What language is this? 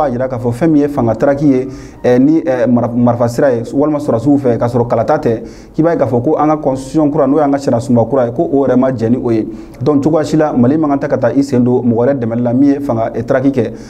Bambara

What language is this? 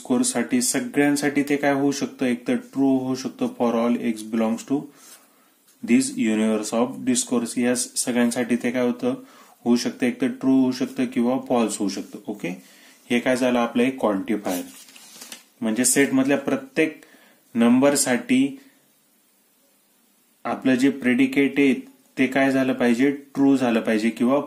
Marathi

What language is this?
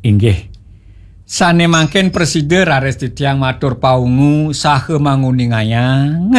Balinese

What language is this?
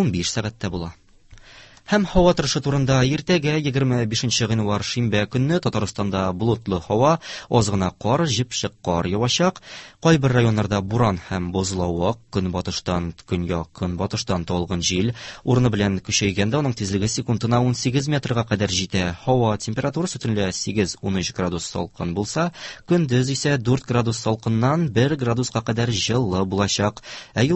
Tatar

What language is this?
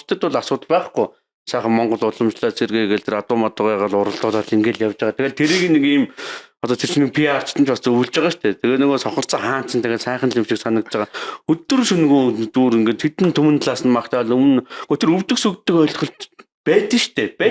Mongolian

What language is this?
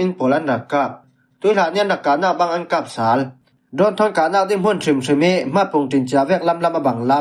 Falam Chin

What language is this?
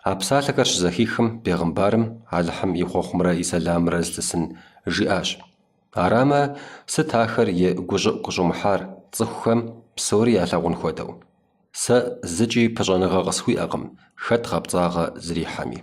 Kabardian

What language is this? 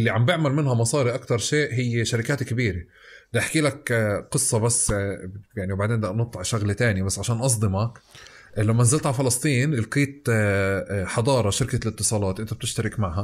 North Levantine Arabic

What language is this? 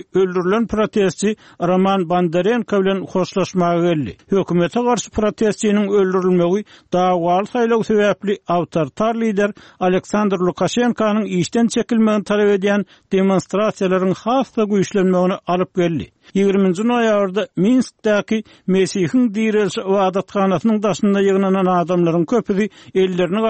Turkmen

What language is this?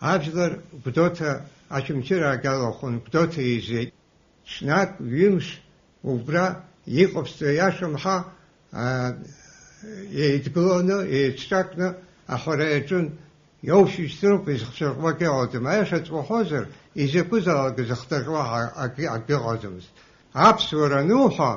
Abkhazian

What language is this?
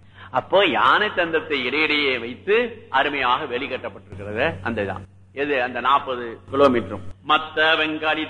Tamil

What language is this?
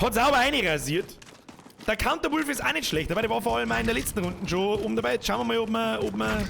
Bavarian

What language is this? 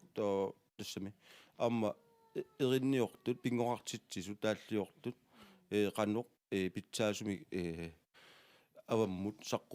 Kalaallisut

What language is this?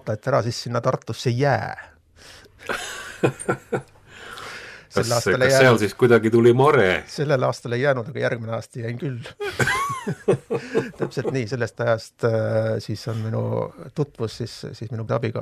Estonian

